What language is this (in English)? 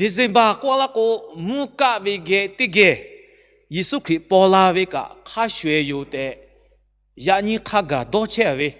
Lahu